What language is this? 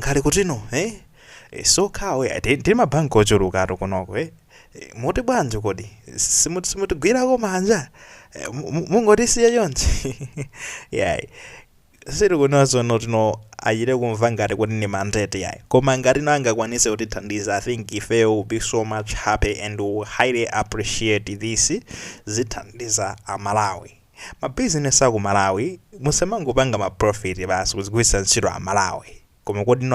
Nyanja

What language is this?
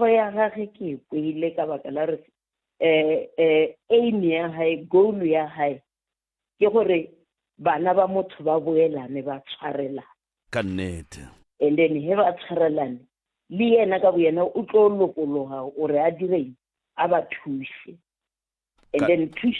Northern Sotho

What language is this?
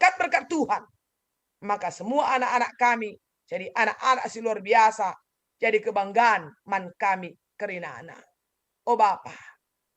Batak Karo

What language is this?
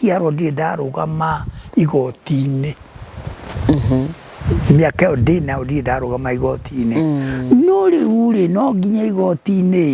Kikuyu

